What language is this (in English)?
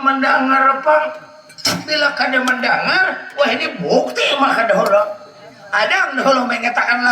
Banjar